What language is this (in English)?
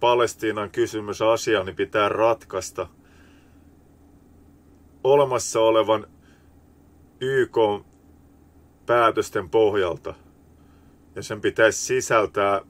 Finnish